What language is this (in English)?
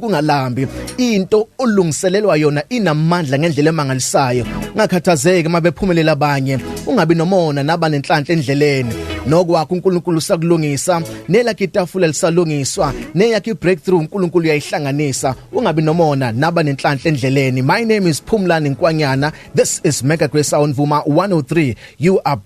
Zulu